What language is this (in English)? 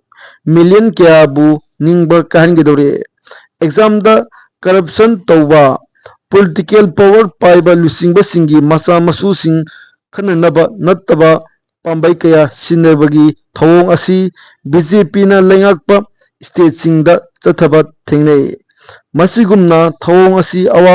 Manipuri